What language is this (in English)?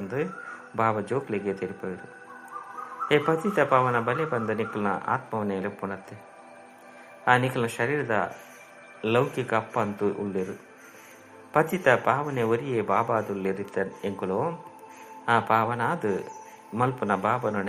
Tulu